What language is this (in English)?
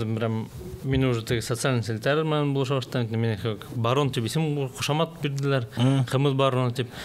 Bashkir